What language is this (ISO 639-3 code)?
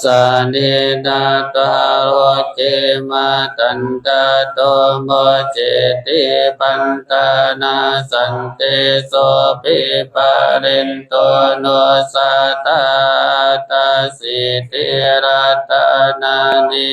pli